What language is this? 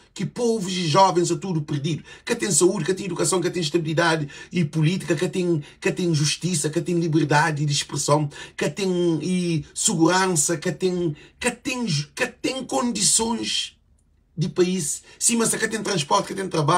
Kabuverdianu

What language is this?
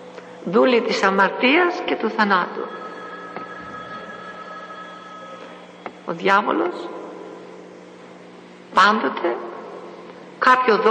Greek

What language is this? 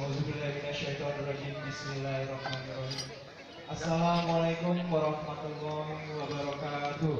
Betawi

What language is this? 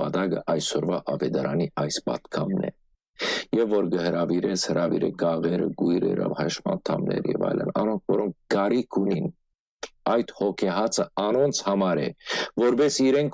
Western Armenian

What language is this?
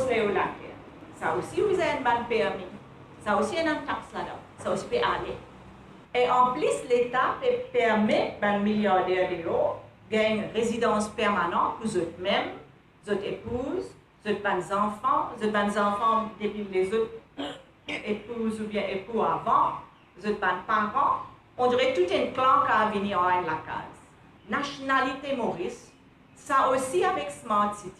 Morisyen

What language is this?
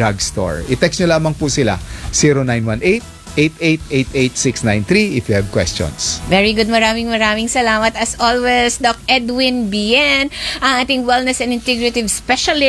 Filipino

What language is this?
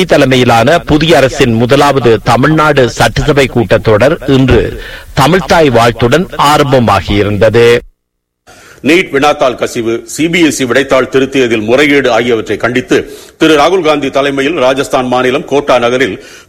Tamil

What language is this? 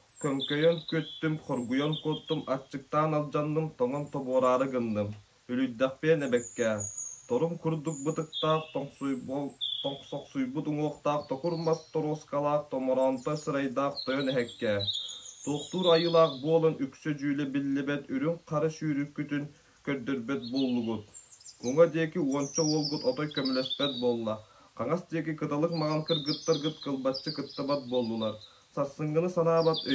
Yakut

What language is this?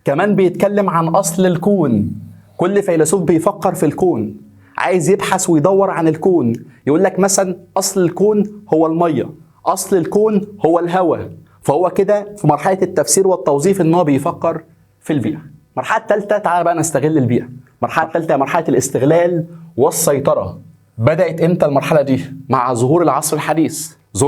Egyptian Arabic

